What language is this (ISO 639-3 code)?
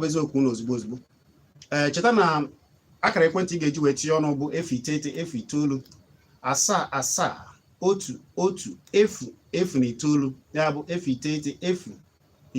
ibo